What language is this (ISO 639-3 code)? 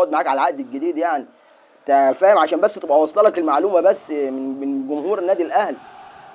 arz